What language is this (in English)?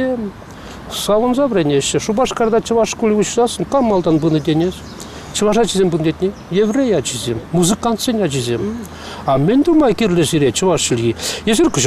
Chuvash